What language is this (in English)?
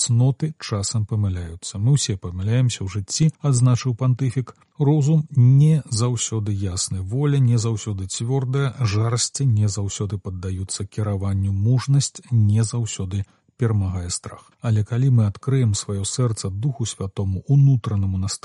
Belarusian